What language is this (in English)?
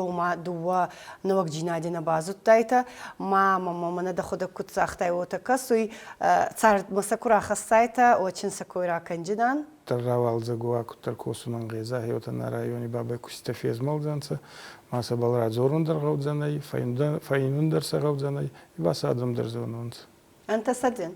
Ossetic